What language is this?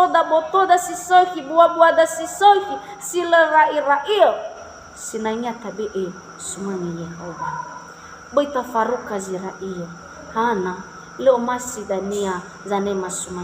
Nias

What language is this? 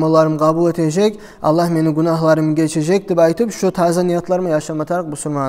Kumyk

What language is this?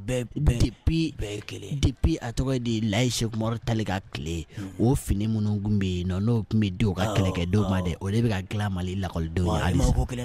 Bambara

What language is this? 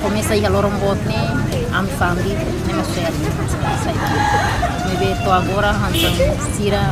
Tetum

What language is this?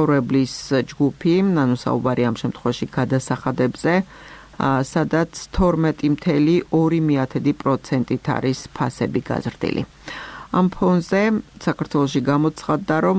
Georgian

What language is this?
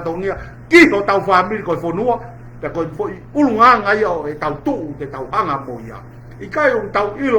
Tongan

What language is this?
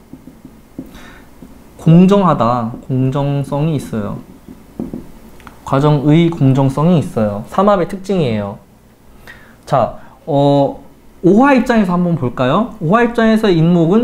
Korean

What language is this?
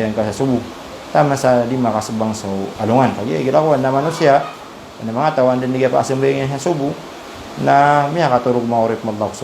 Maranao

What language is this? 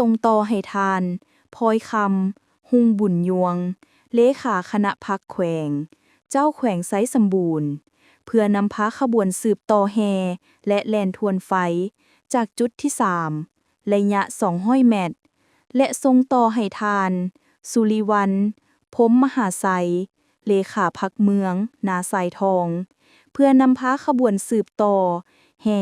Lao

